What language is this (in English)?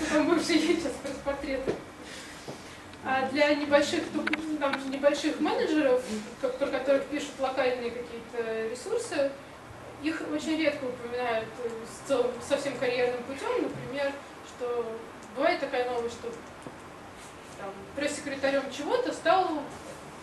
Russian